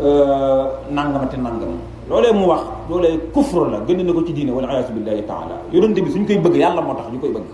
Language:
Wolof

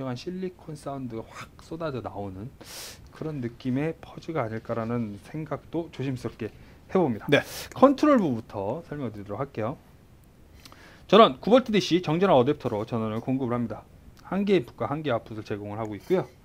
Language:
Korean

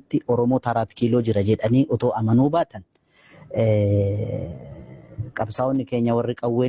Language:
Oromo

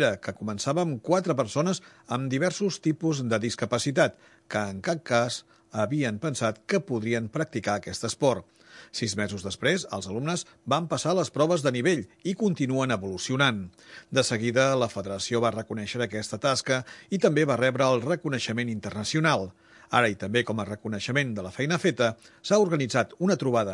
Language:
Catalan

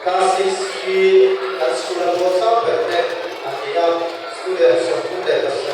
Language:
Mizo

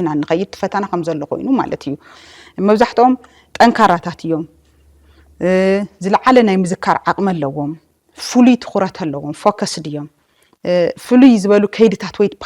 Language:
Tigrinya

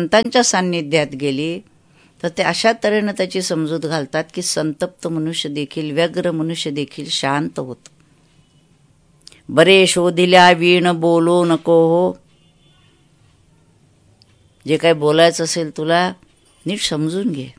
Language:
Marathi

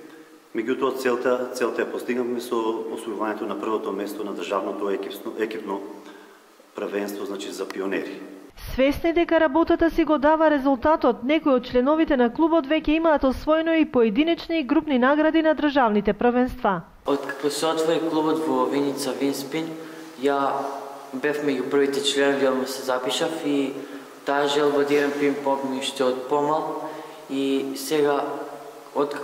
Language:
Macedonian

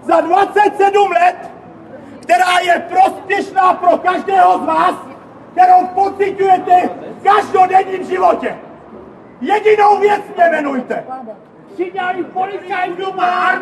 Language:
Czech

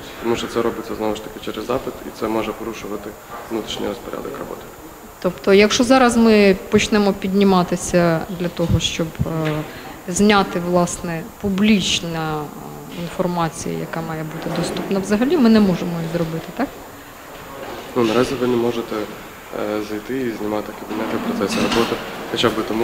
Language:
Ukrainian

